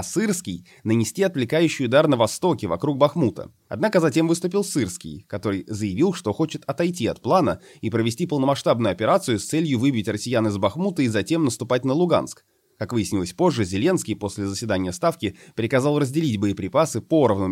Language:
Russian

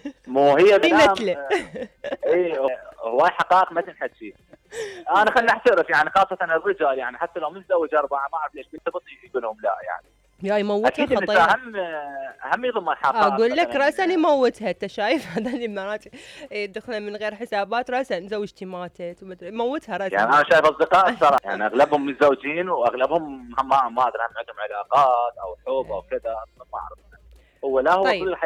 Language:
Mesopotamian Arabic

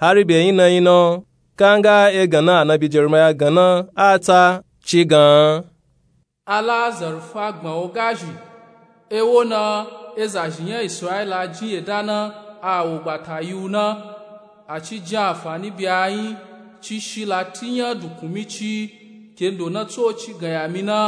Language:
Nupe-Nupe-Tako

